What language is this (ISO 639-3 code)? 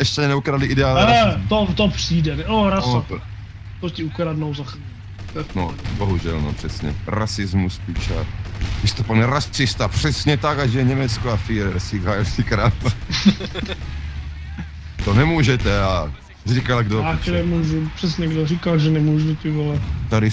ces